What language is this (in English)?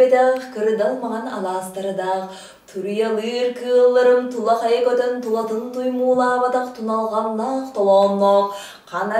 Yakut